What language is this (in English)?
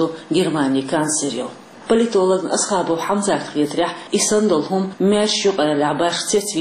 Chechen